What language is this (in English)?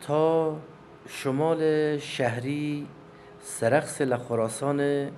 Kurdish